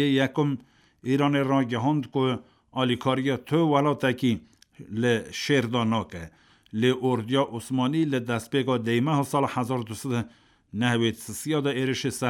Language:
Kurdish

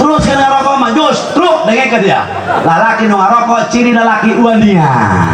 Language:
Sundanese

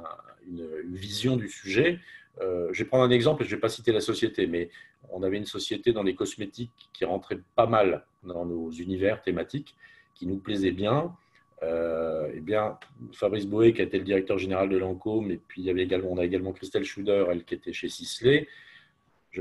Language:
French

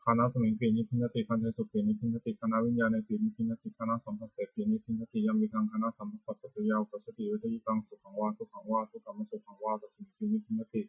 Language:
Pali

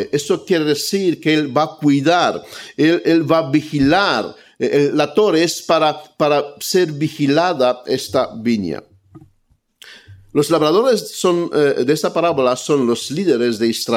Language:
Spanish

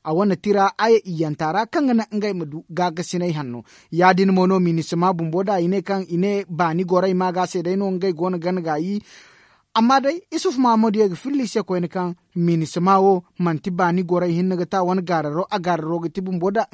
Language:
Zarma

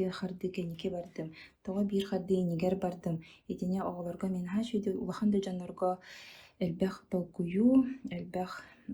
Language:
Yakut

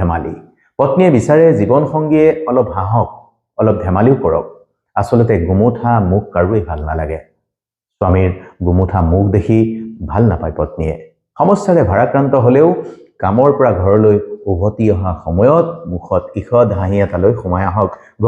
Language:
Assamese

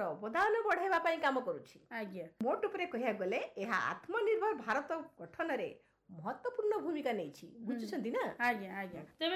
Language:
Odia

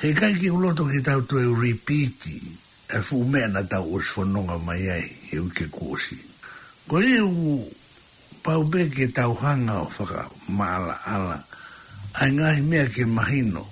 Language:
Tongan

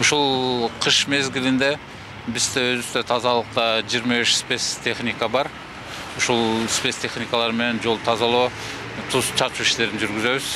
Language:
Kyrgyz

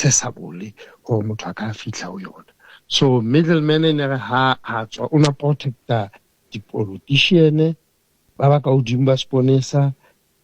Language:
Southern Sotho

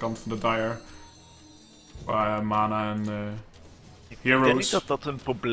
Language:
Dutch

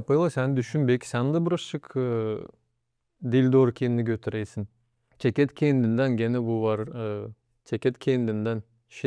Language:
Gagauz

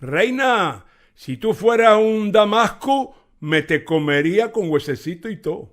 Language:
Ladino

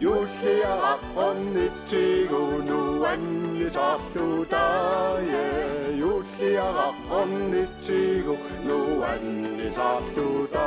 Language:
Kalaallisut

